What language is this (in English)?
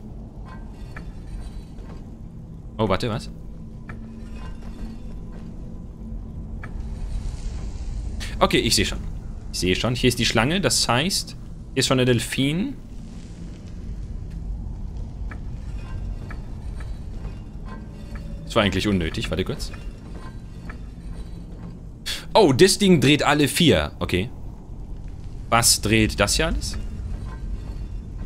German